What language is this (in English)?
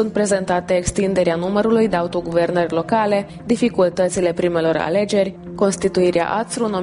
Romanian